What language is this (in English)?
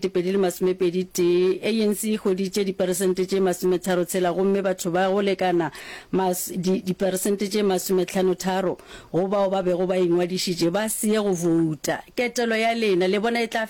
Northern Sotho